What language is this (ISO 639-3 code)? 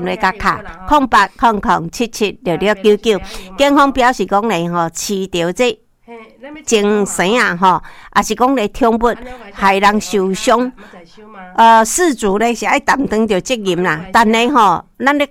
nan